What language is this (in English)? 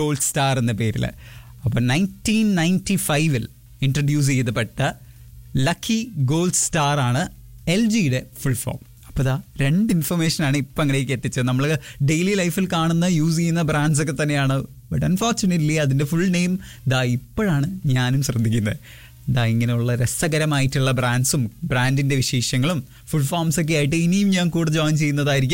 Malayalam